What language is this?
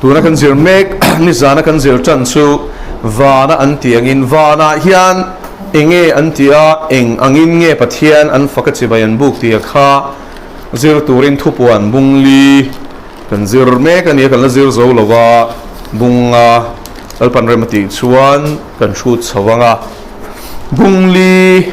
Mizo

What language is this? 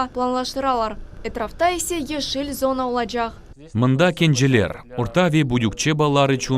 Crimean Tatar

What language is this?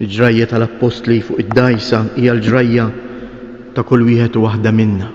Maltese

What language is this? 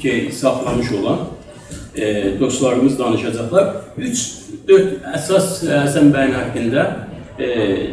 South Azerbaijani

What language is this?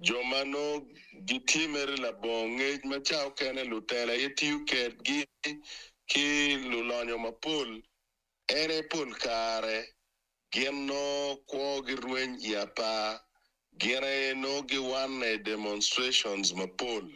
Acoli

